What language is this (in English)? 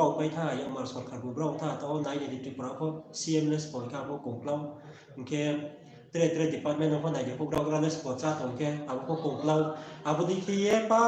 Riang (India)